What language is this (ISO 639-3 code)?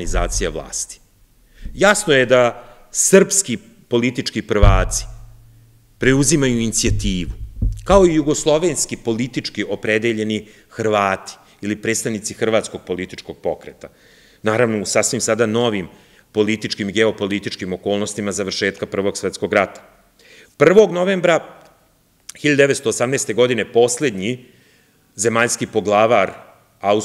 srp